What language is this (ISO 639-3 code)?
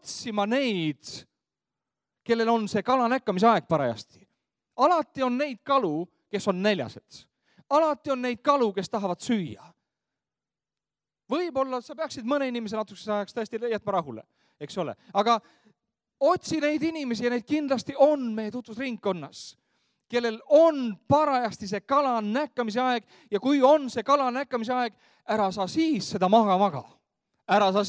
est